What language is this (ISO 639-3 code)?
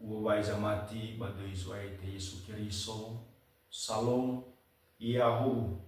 nia